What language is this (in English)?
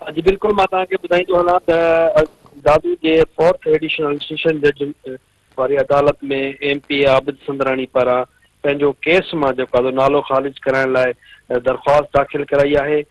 Sindhi